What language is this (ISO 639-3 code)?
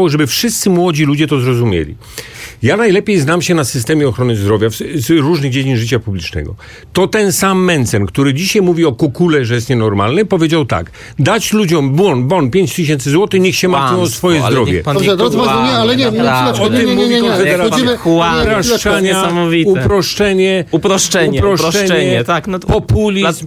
pol